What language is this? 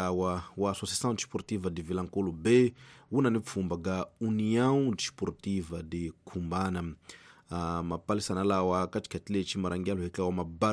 Tsonga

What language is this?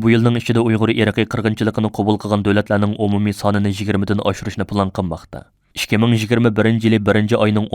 Uyghur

